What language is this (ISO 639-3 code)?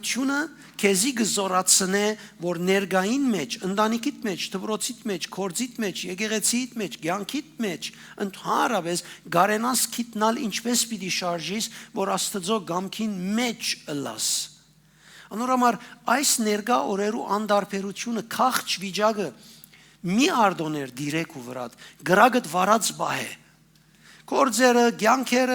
hyw